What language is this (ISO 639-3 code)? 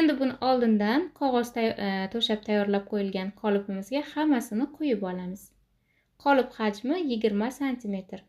uzb